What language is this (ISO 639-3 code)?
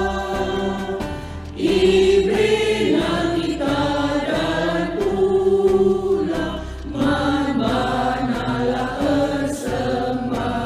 btx